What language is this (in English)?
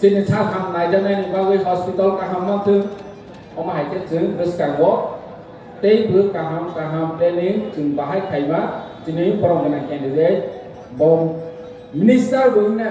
Kok Borok